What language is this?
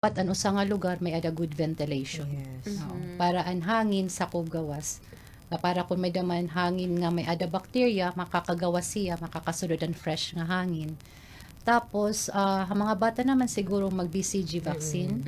Waray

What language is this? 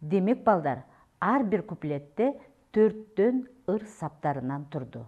Kyrgyz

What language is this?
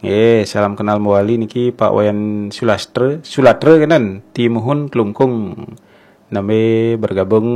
Balinese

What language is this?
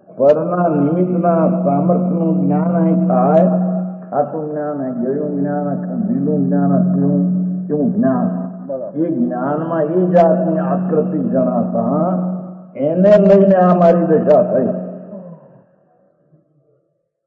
Gujarati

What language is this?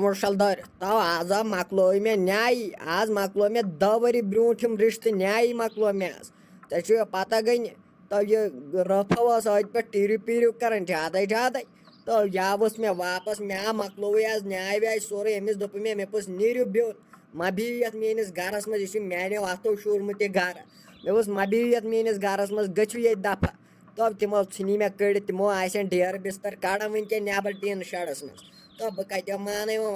Kashmiri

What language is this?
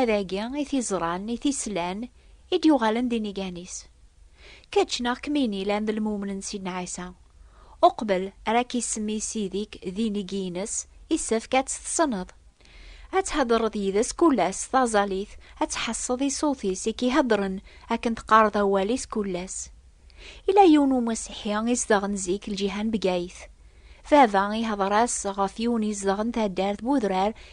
Kabyle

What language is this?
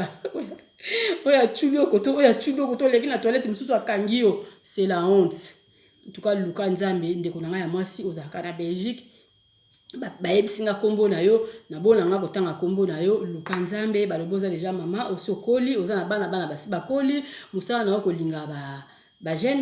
Lingala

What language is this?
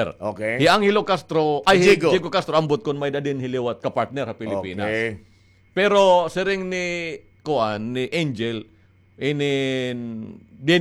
Waray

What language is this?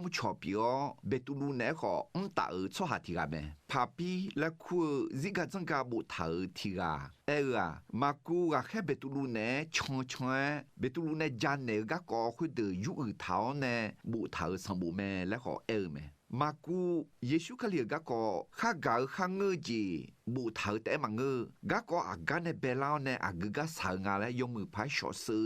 Akha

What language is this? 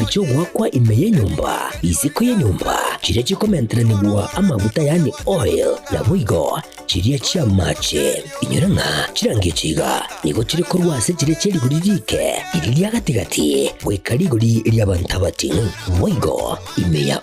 Gusii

